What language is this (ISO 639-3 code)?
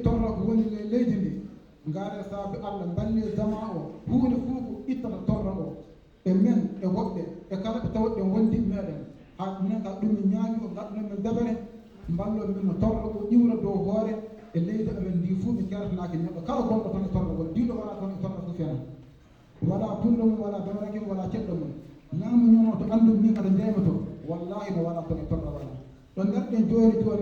ful